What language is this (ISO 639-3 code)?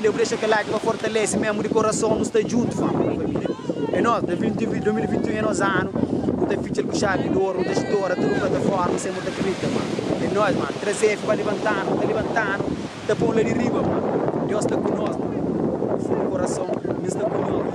kea